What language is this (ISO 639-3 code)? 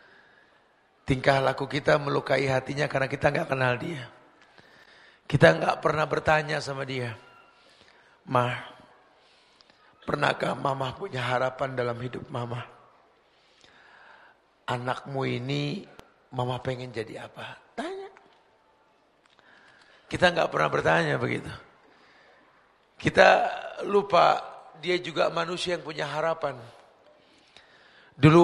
ind